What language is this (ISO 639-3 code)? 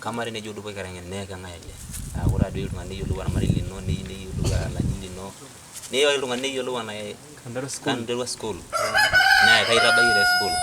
mas